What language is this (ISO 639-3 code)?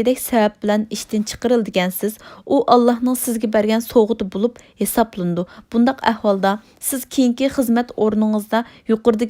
uig